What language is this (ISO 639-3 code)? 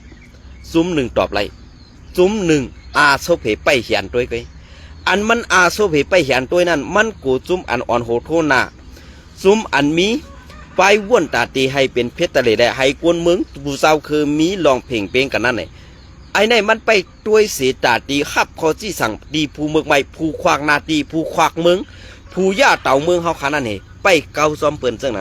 shn